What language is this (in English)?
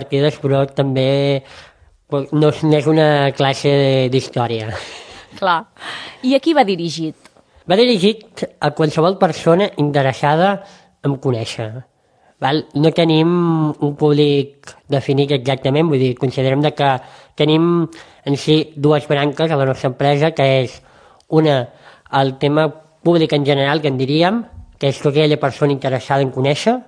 Catalan